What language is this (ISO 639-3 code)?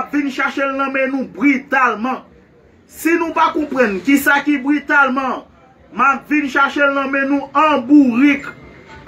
hat